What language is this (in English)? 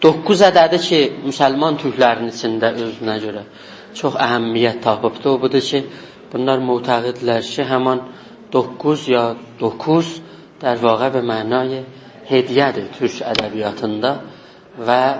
South Azerbaijani